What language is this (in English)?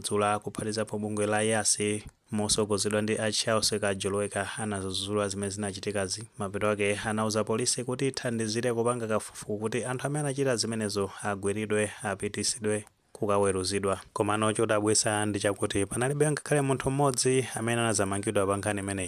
Nyanja